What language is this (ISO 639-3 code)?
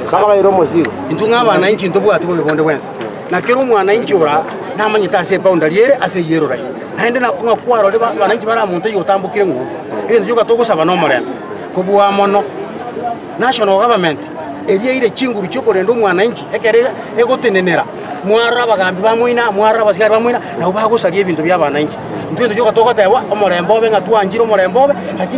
guz